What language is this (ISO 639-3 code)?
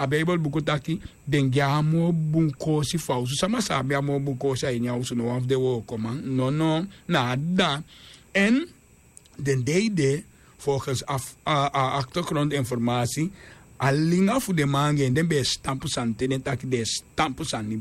srn